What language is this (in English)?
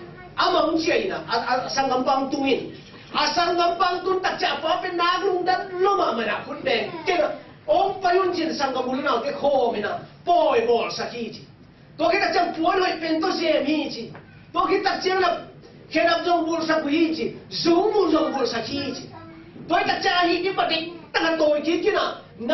Tedim Chin